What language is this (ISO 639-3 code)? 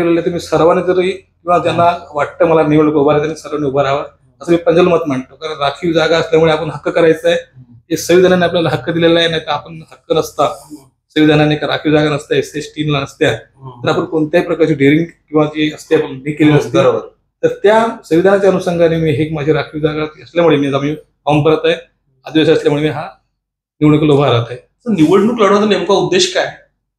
mar